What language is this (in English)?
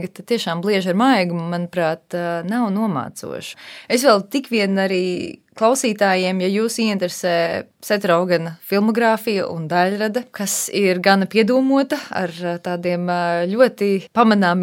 Latvian